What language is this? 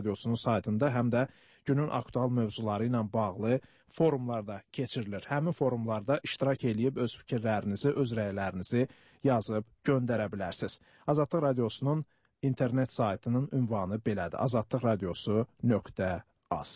Azerbaijani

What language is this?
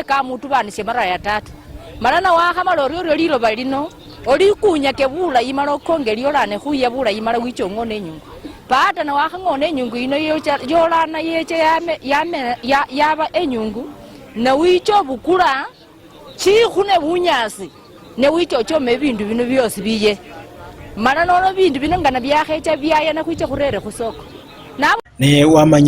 Luyia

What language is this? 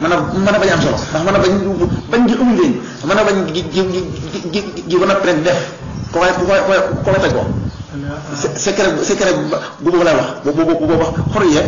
Wolof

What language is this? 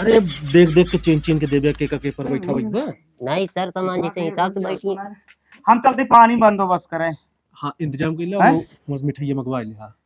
Awadhi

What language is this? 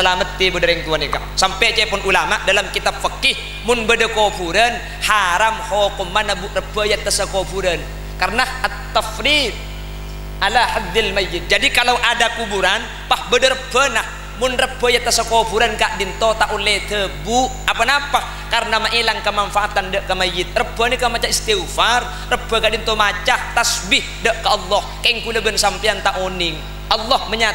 Madurese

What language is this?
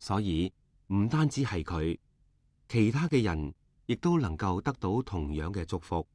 Cantonese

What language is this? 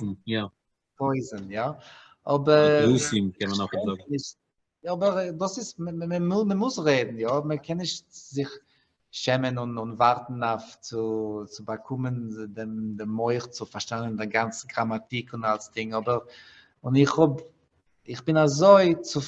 Yiddish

